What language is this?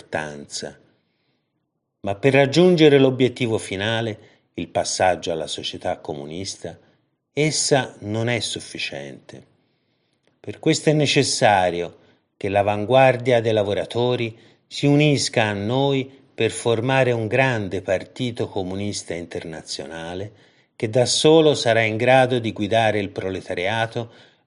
Italian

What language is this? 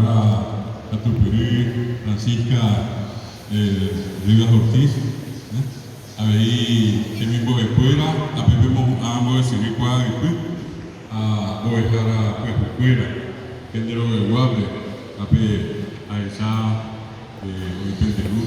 Guarani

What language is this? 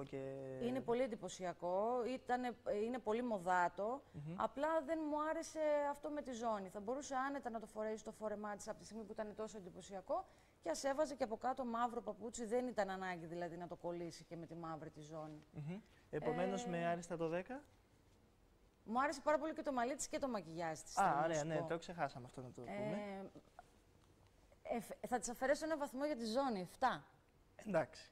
Greek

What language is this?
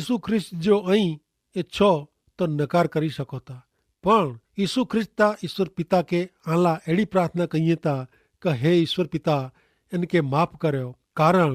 Kachhi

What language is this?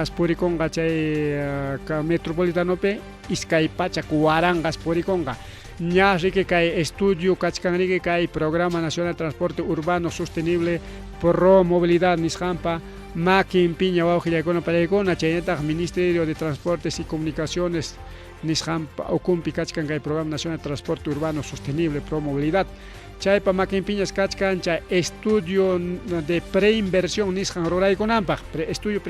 Ayacucho Quechua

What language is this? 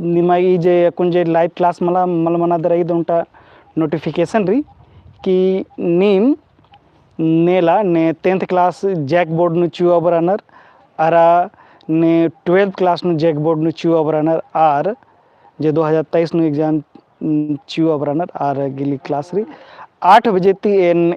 Kurukh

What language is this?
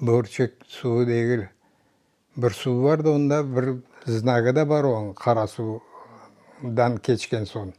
Crimean Tatar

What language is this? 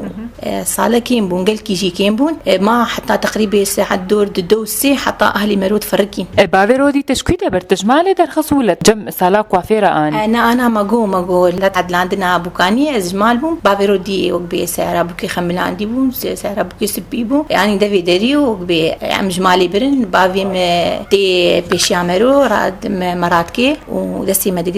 Kurdish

